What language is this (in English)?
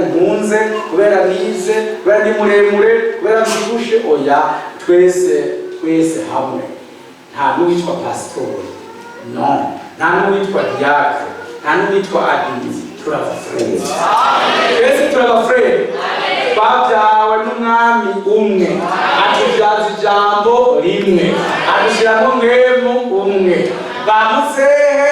Rundi